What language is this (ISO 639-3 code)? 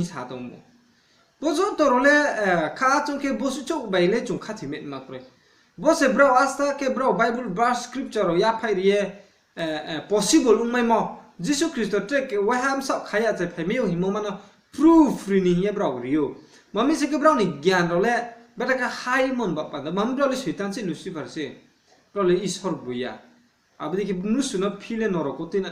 ria